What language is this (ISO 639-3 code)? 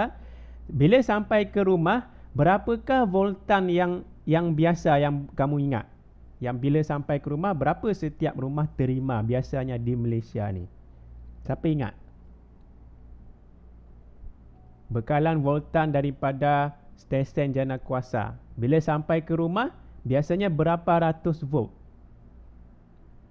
msa